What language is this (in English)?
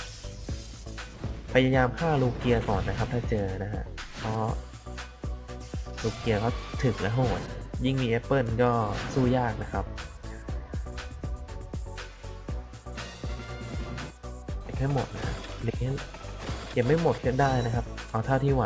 Thai